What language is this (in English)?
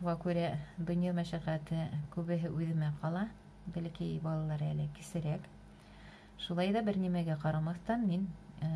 Bashkir